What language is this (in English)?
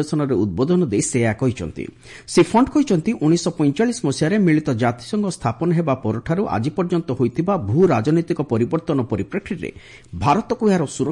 Odia